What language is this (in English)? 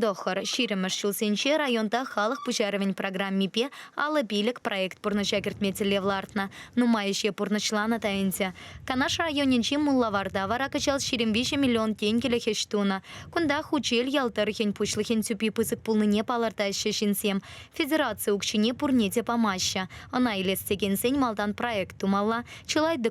Chuvash